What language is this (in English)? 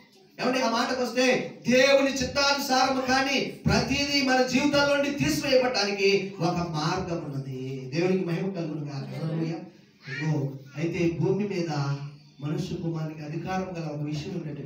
Telugu